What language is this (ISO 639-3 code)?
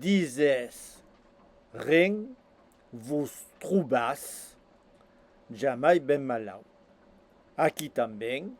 oci